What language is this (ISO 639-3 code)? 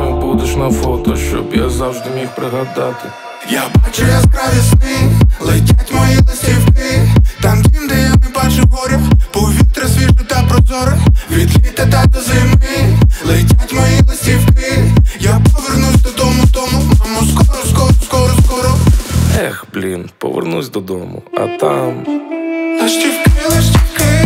ukr